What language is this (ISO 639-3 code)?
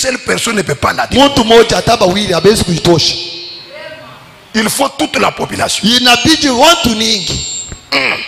swa